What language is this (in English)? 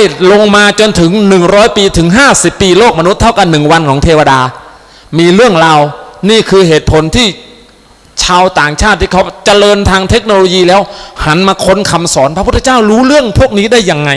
Thai